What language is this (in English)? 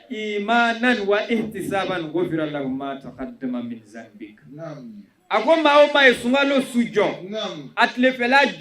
Bambara